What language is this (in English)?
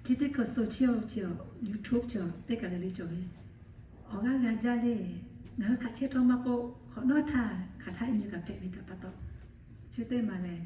Lahu